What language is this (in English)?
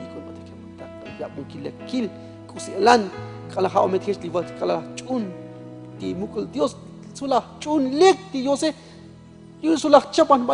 Tzotzil